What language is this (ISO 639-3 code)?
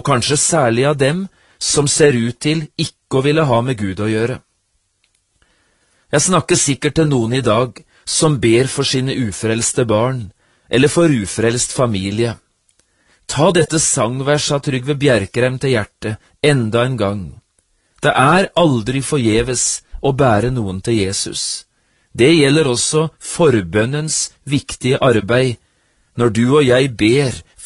nor